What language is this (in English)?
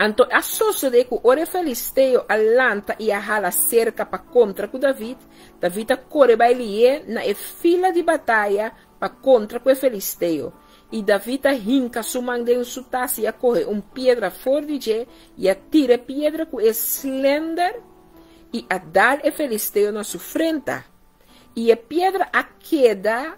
Papiamento